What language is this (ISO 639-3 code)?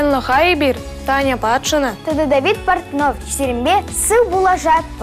chv